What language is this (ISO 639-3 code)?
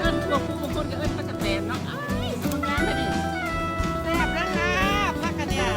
tts